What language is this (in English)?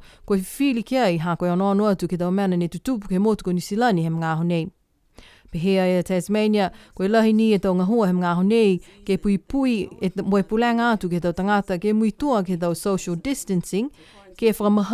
Niuean